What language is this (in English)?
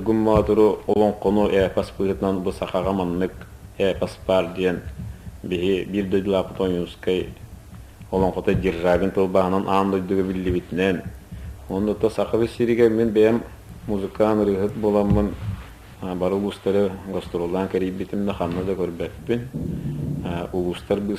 Yakut